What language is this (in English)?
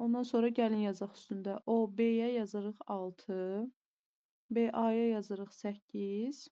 Azerbaijani